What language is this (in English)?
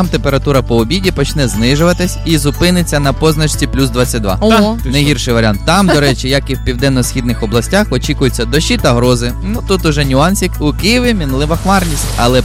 Ukrainian